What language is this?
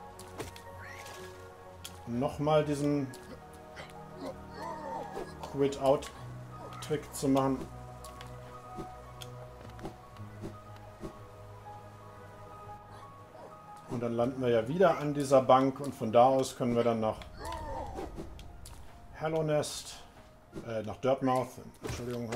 German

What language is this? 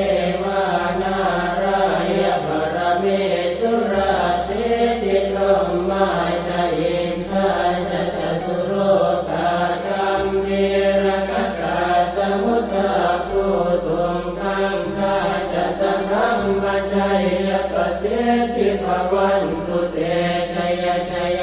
Pali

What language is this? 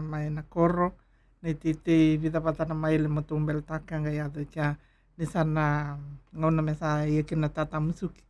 Fijian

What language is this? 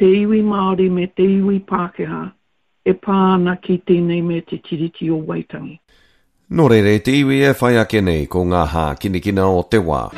Māori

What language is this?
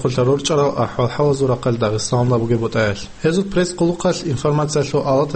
Avaric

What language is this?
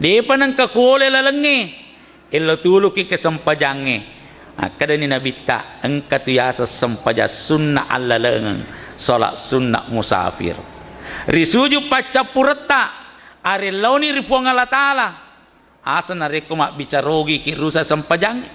Buginese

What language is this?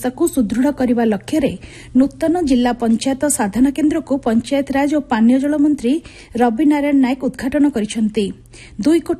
Odia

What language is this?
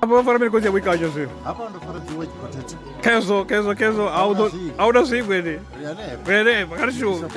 Venda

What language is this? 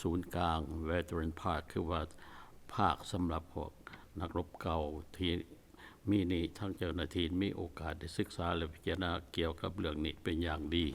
Lao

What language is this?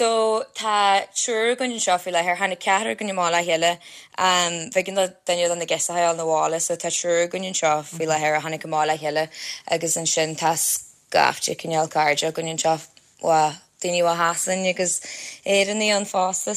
Irish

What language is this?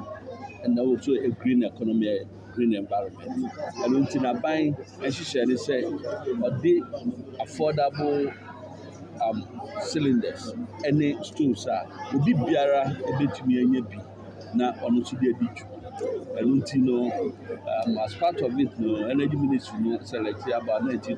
Akan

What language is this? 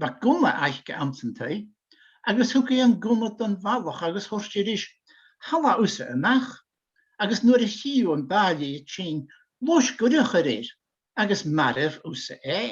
Scottish Gaelic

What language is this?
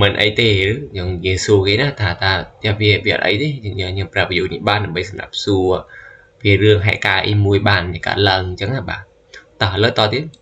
Khmer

